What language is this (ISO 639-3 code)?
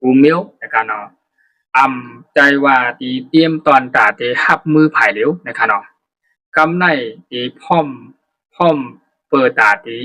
shn